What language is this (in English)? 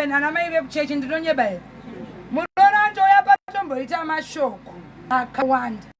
Shona